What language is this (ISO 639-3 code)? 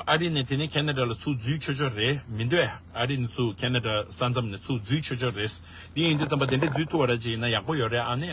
bod